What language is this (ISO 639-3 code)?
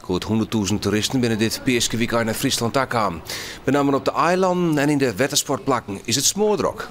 fry